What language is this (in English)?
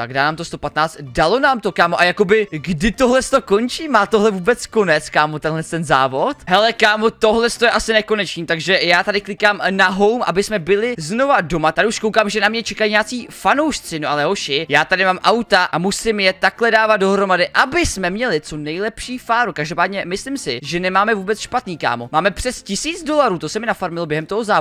Czech